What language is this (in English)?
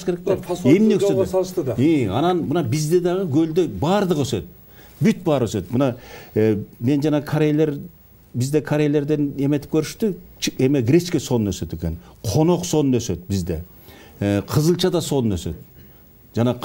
Kyrgyz